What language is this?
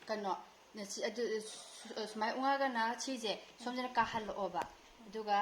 Manipuri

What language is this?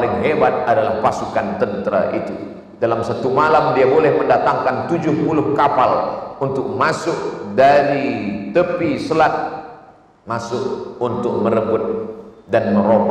Malay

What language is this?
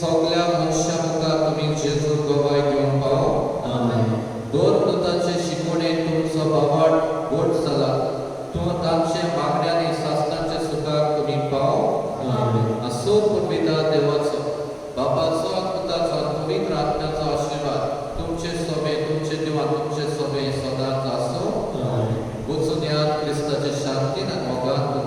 Konkani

